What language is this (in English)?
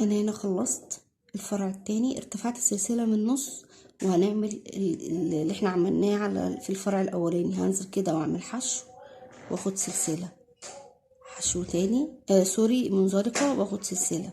Egyptian Arabic